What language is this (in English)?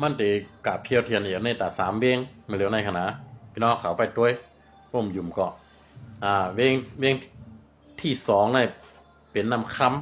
Shan